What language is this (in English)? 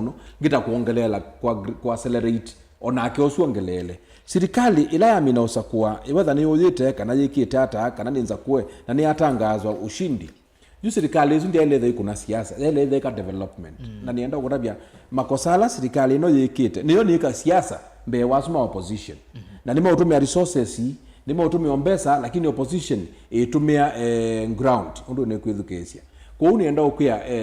Kamba